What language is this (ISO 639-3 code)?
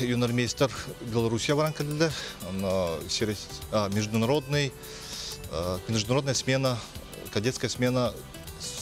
sah